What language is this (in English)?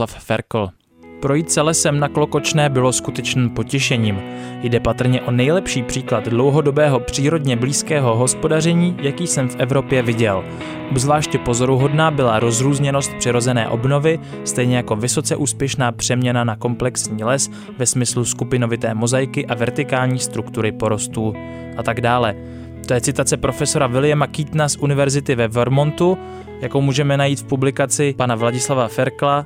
Czech